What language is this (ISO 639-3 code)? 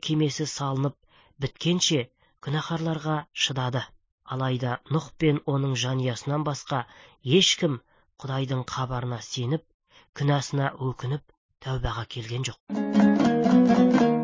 kaz